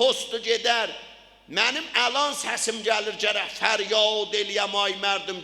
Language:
South Azerbaijani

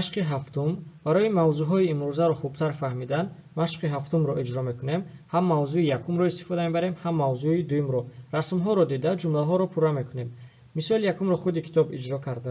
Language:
Tajik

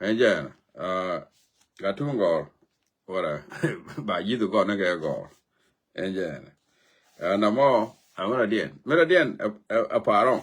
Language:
Nuer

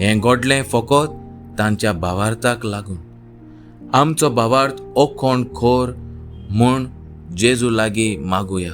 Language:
Konkani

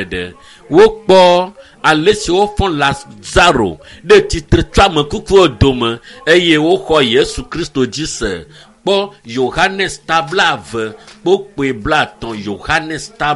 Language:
Ewe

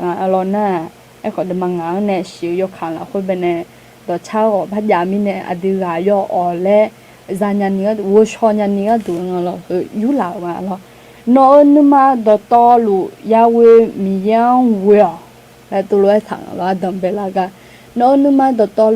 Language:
Akha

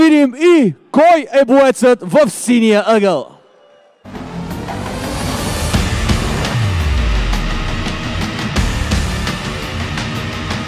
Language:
Bulgarian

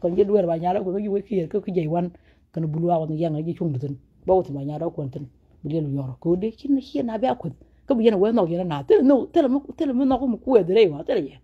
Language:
Nuer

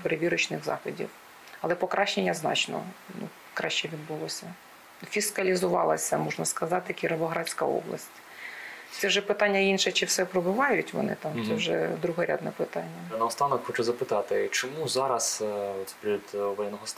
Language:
Ukrainian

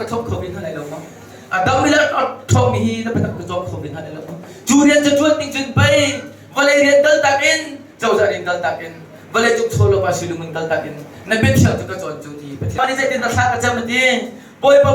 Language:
Hakha Chin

